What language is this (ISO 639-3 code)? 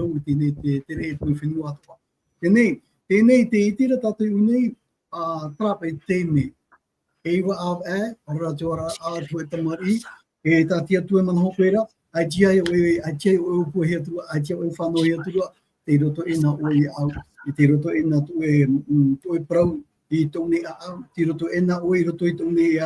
tah